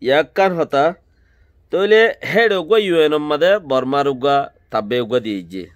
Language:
Rohingya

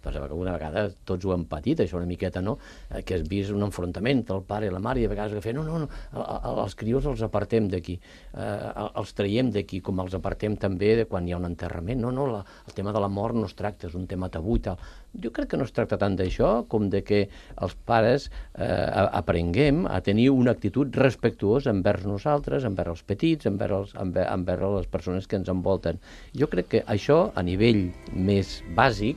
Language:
Catalan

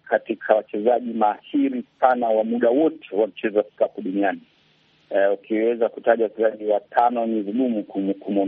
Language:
Swahili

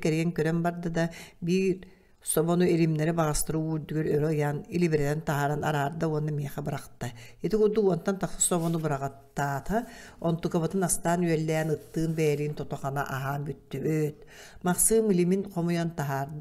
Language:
Yakut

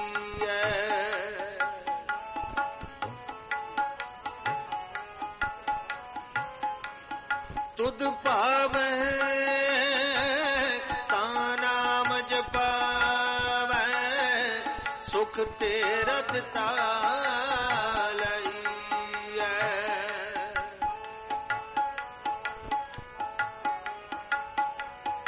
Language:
Punjabi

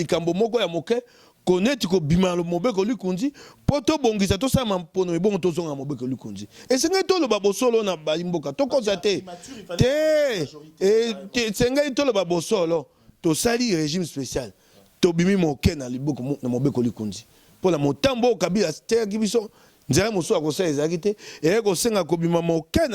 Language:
Lingala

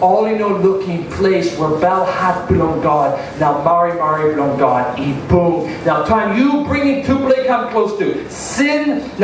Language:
Tok Pisin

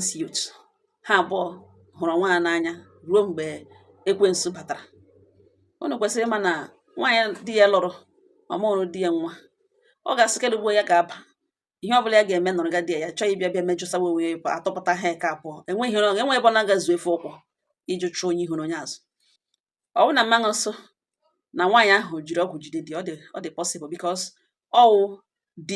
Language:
Igbo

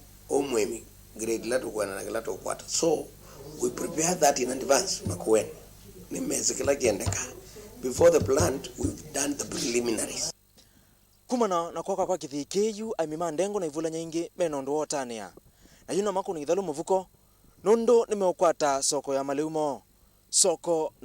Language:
Kamba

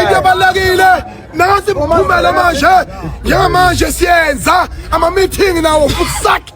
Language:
Zulu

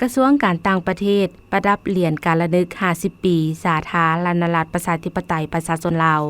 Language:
Lao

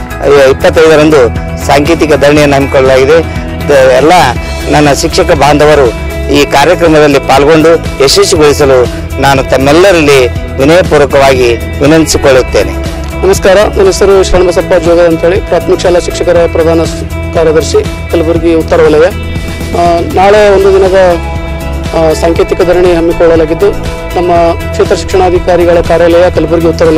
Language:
Kannada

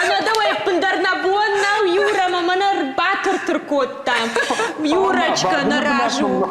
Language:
Ossetic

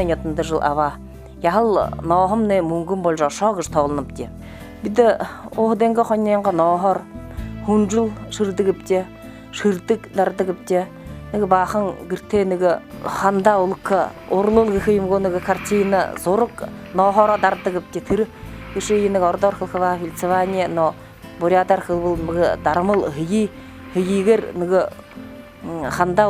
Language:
Buriat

